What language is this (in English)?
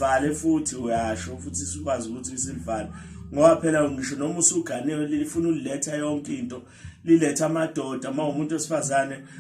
Zulu